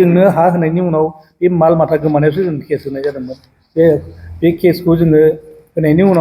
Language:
Bodo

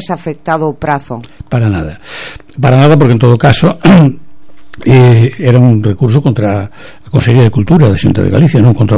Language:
Galician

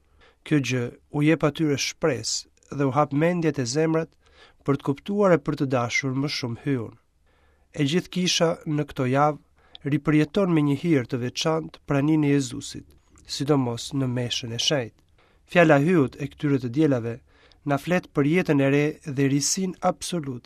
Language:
Albanian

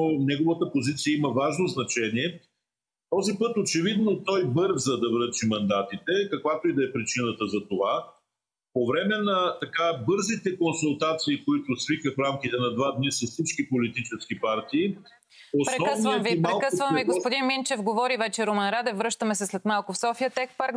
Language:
Bulgarian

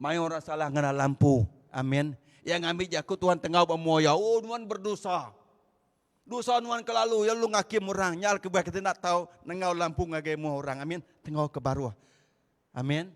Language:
Iban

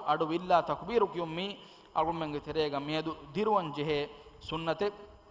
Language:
Divehi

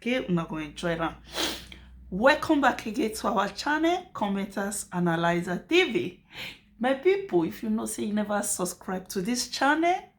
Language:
Nigerian Pidgin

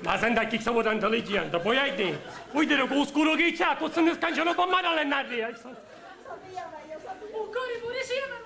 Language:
Sicilian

